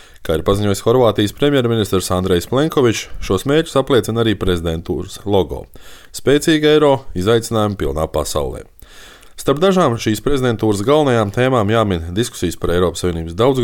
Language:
Latvian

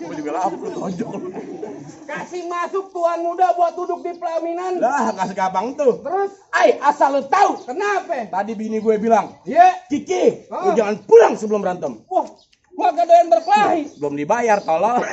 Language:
Betawi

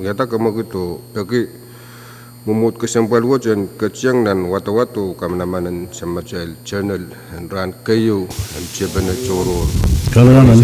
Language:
Pohnpeian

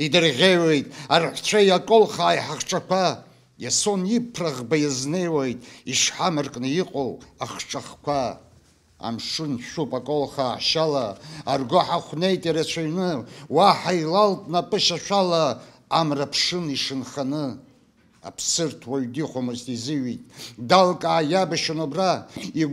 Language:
Abkhazian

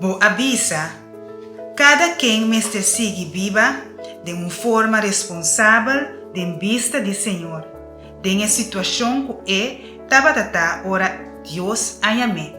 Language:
Papiamento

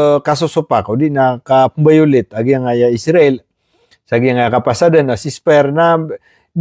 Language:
Maranao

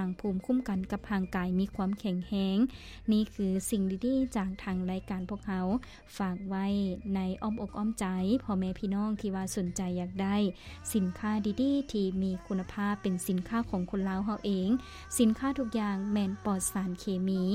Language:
Lao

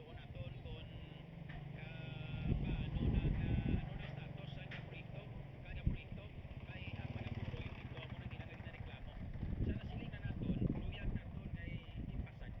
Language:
Hiligaynon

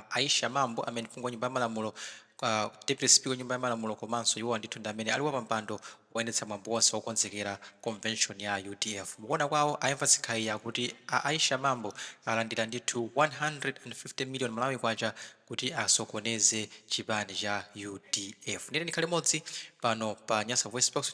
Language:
Nyanja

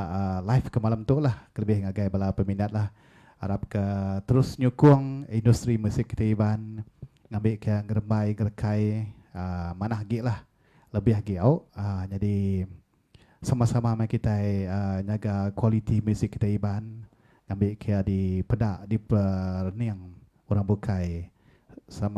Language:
Iban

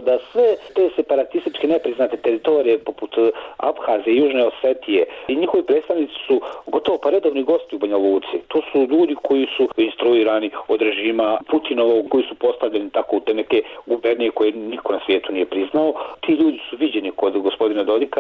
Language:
Serbian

